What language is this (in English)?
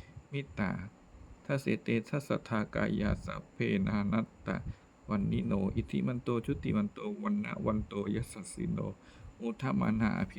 Pali